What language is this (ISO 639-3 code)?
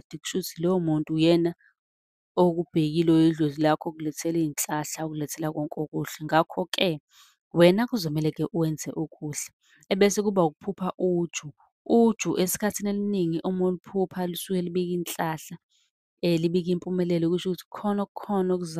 zul